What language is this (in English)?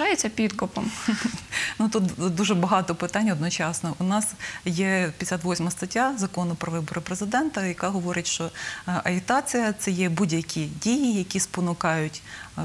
Ukrainian